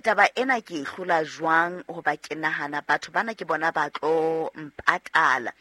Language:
Southern Sotho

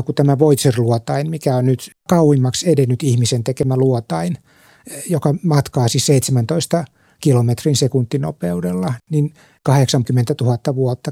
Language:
Finnish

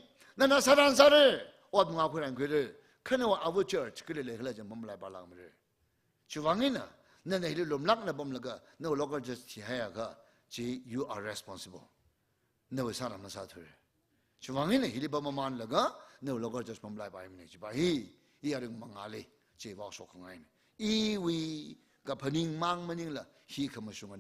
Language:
Tangkhul Naga (India)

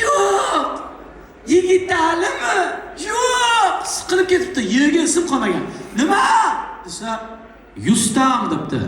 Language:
Uzbek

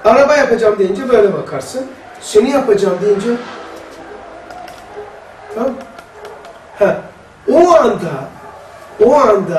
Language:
Turkish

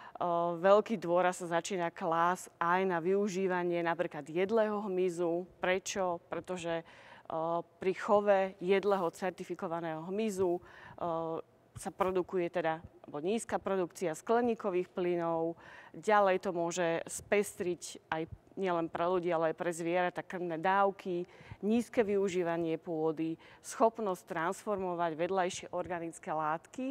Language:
Slovak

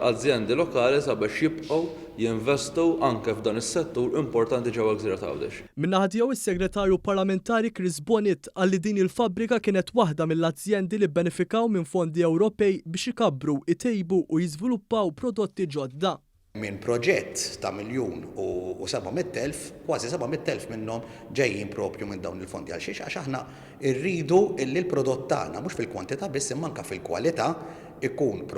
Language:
Maltese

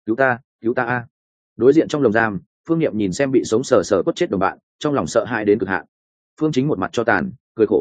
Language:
Vietnamese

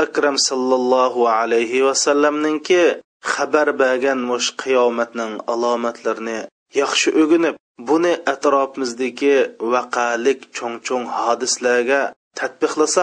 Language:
Uyghur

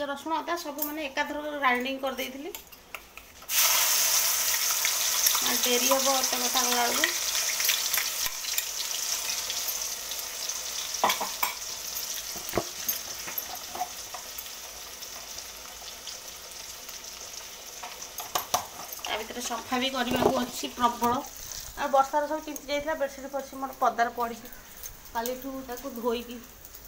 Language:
Odia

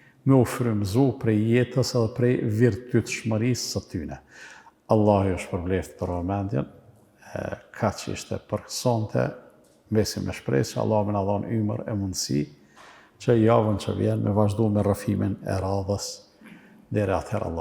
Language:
Albanian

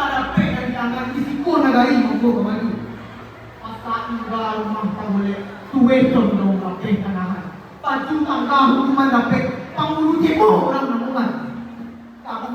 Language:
Minangkabau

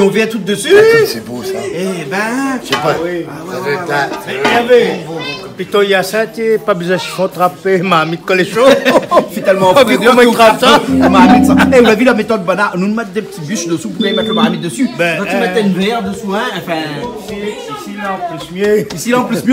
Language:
Réunion Creole French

